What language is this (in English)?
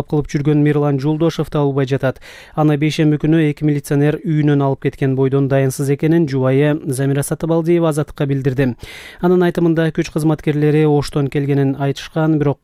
Kyrgyz